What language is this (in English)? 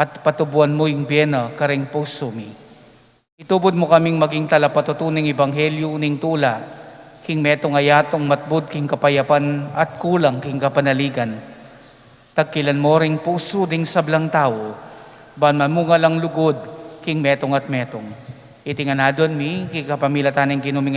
Pampanga